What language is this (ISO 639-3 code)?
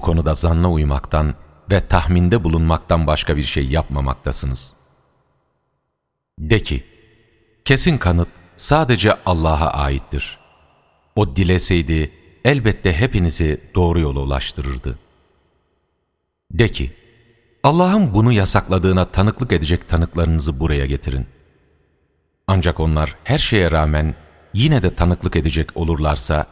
tur